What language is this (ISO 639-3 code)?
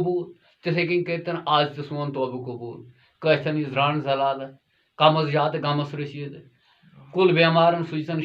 kas